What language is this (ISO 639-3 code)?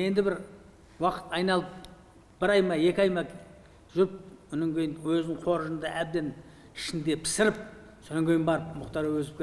kaz